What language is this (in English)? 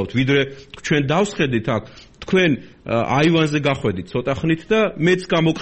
Georgian